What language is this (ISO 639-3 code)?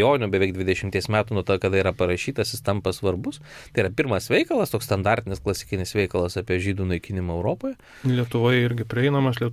lit